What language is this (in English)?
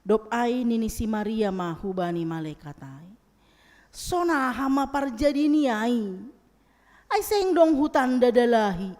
Batak Simalungun